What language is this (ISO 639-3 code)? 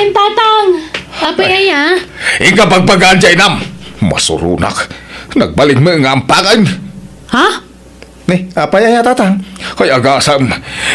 ilo